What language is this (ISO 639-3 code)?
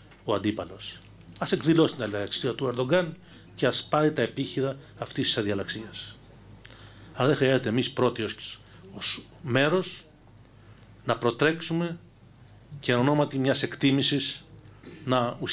ell